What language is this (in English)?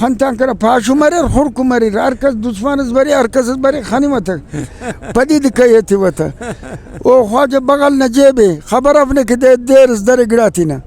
Brahui